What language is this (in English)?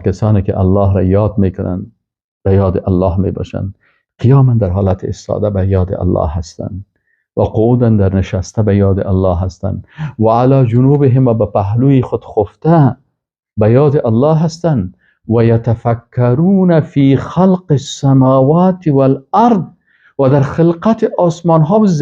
Persian